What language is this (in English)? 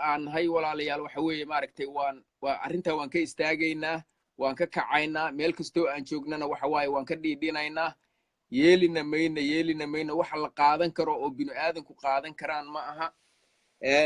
Somali